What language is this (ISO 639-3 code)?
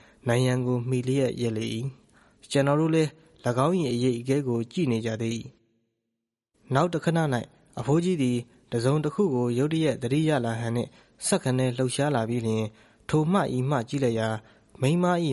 mya